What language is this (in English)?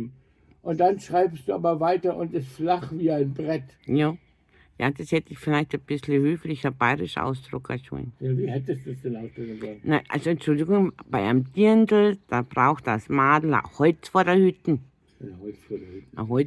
Bavarian